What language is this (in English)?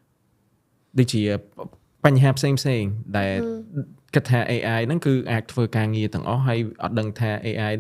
Khmer